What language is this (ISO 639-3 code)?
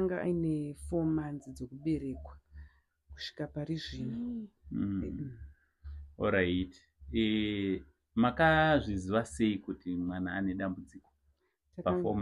sna